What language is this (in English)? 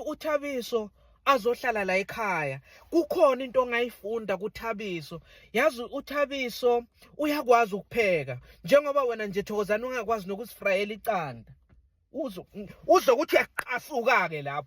Zulu